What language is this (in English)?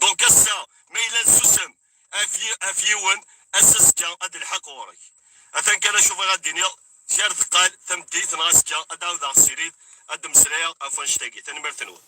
Kabyle